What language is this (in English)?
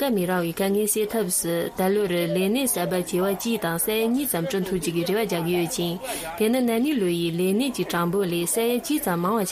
Tibetan